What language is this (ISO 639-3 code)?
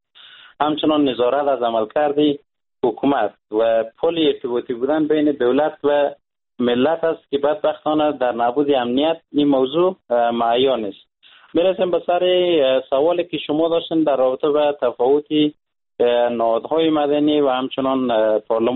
fas